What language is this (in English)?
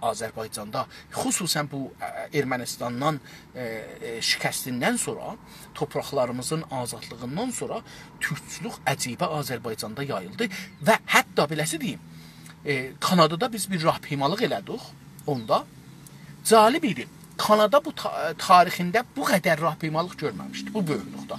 South Azerbaijani